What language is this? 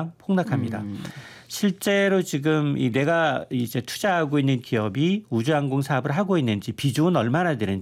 Korean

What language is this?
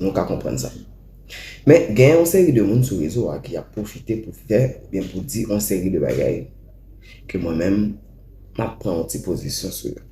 Haitian Creole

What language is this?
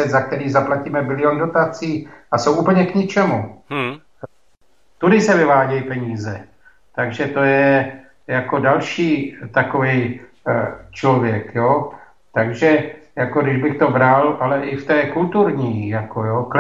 Czech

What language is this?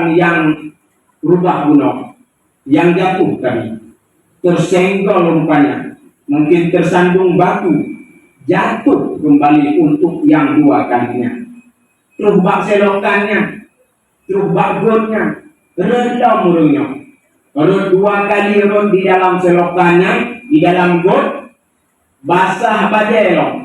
Achinese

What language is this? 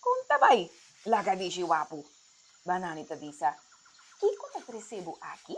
Papiamento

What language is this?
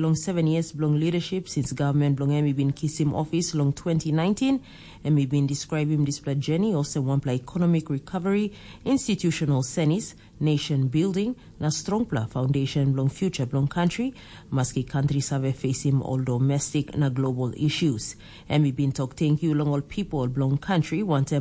Tok Pisin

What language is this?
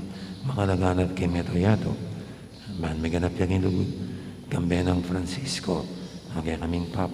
Pampanga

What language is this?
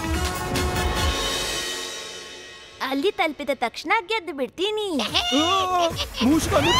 Kannada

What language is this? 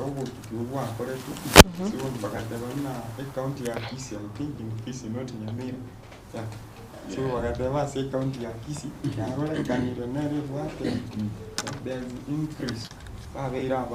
Gusii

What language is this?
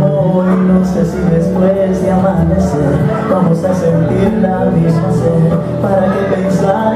Spanish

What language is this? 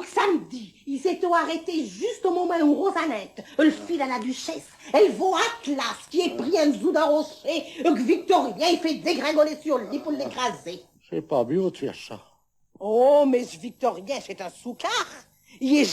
Picard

